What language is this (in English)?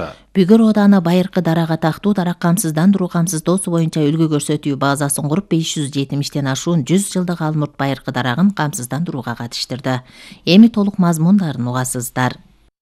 Kyrgyz